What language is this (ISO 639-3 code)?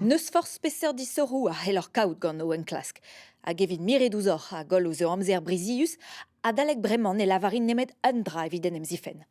bre